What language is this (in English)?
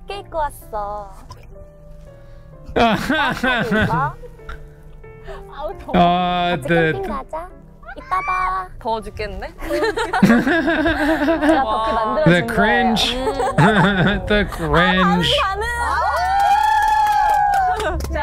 Korean